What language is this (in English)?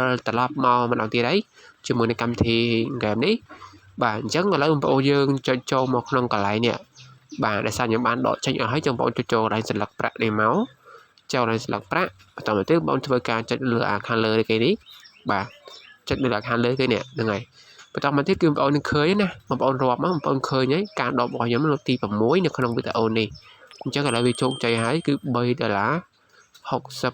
Khmer